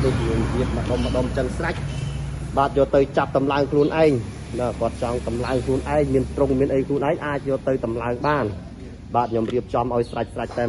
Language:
Khmer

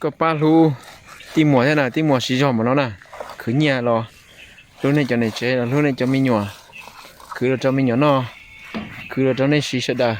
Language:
Hmong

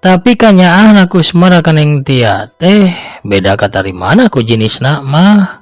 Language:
Sundanese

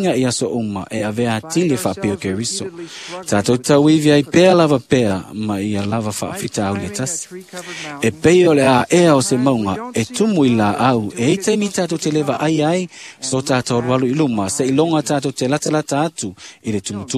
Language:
Samoan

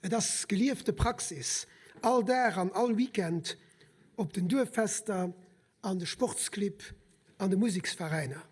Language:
Luxembourgish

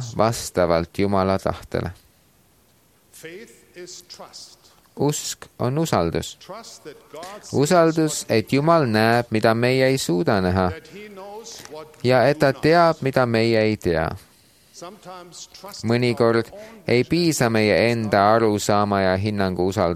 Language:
Estonian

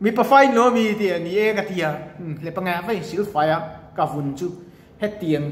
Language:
Mizo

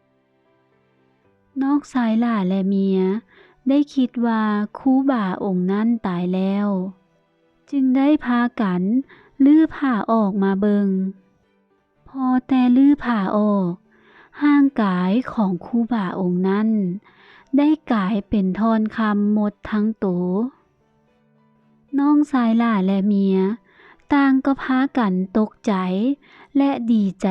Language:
Lao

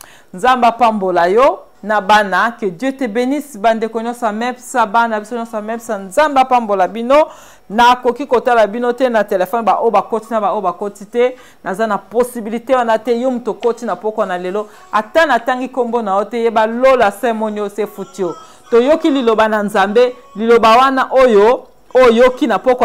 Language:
Lingala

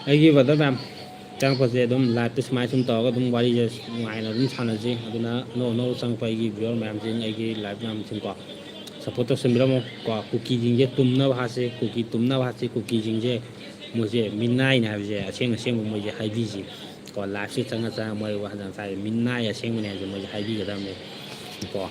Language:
Manipuri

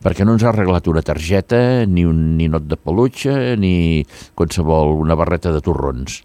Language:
Catalan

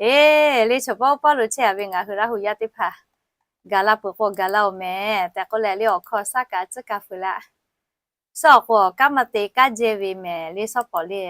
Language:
Lahu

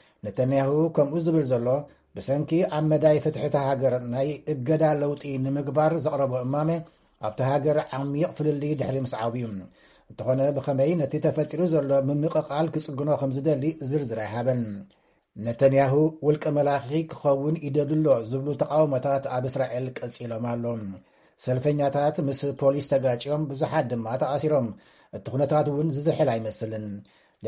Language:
Tigrinya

